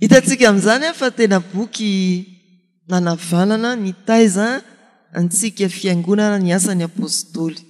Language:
Malagasy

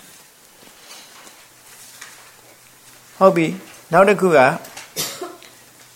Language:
Burmese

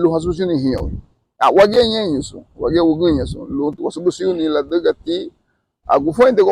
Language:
Garifuna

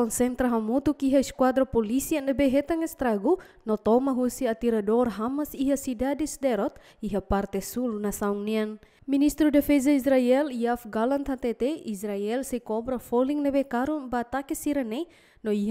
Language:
Tetum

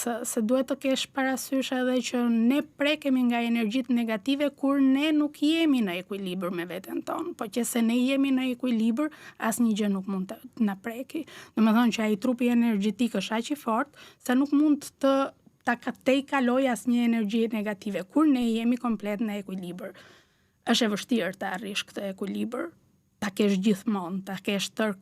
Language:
Albanian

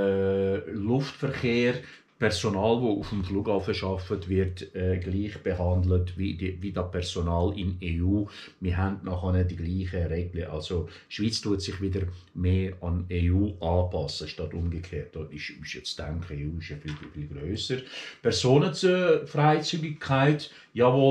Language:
Swiss German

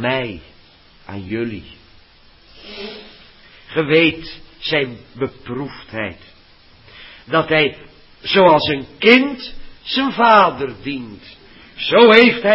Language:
Dutch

